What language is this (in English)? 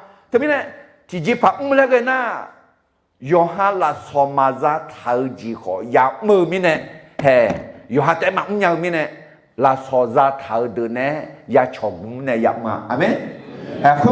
Akha